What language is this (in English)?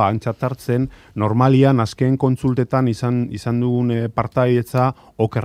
Basque